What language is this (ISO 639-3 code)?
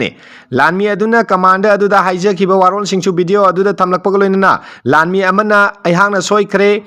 mni